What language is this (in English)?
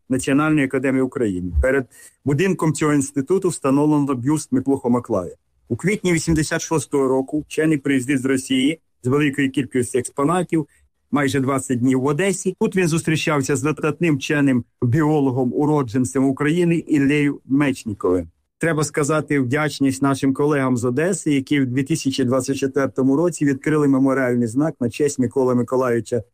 Ukrainian